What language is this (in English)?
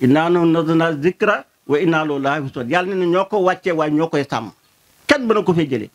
Wolof